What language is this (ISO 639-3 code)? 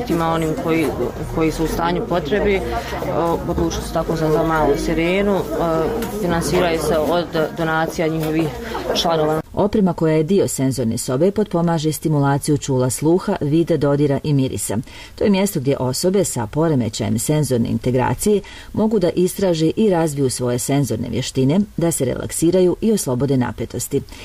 bos